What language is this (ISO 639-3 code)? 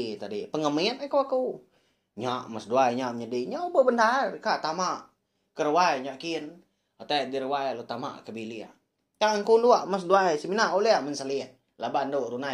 iba